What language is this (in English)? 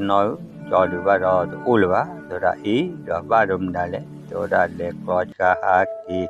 S'gaw Karen